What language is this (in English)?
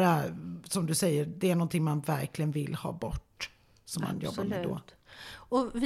Swedish